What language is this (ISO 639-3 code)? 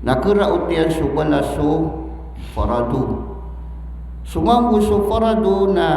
mrw